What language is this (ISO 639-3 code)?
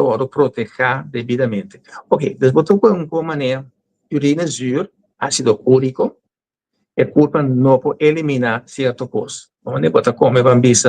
pap